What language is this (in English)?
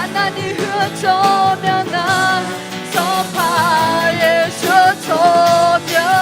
Akha